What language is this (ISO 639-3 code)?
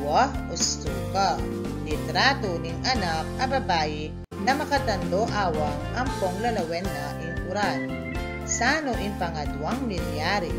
pam